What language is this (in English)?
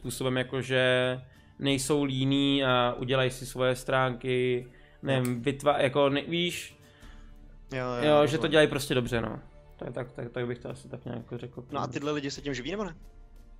Czech